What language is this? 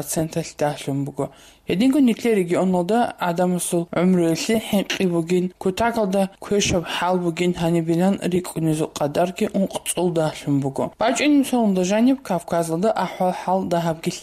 Avaric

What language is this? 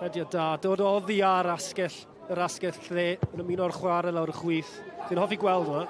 Welsh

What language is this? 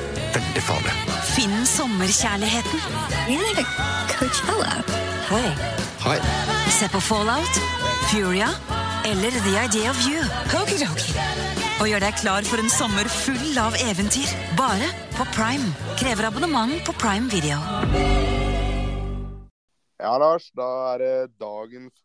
Norwegian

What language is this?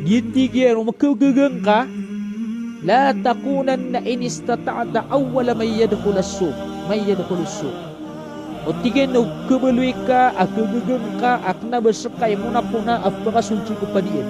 Maranao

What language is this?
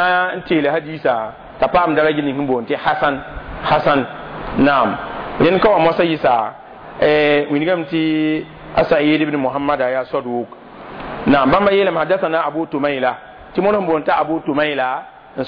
Mossi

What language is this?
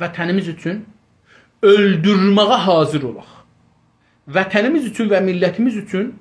South Azerbaijani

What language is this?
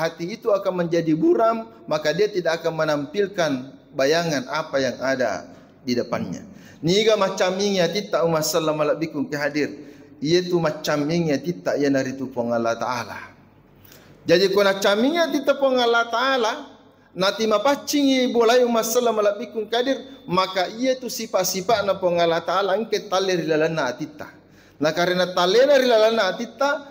Buginese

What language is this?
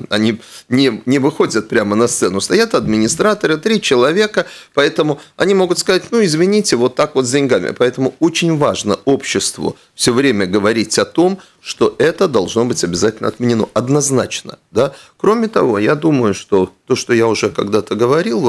Russian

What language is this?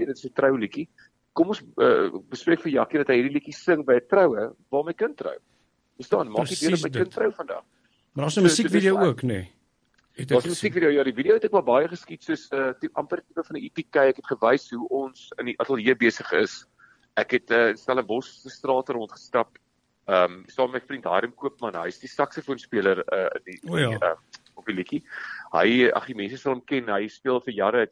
Afrikaans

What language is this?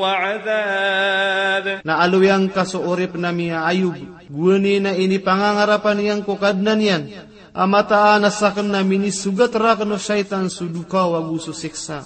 Maranao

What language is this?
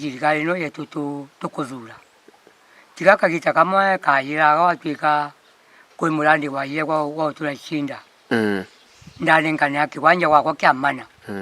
Meru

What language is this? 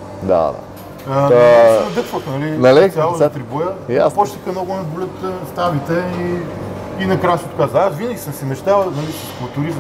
Bulgarian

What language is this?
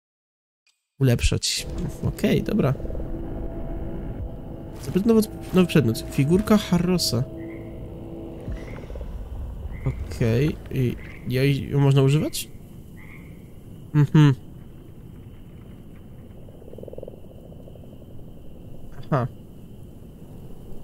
Polish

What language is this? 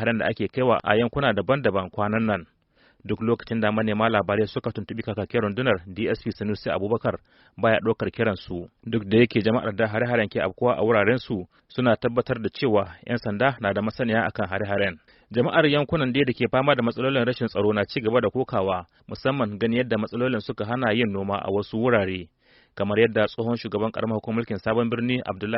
Hausa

